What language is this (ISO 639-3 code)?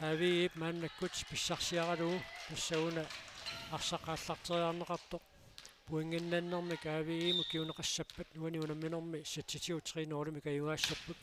kal